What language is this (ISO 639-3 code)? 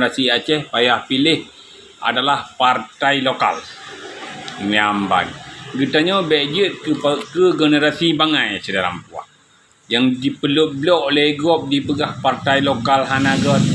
ace